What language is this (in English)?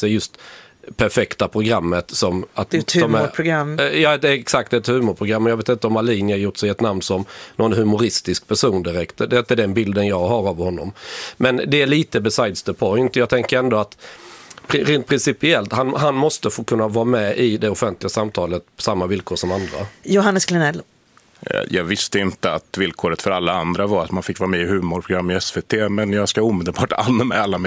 Swedish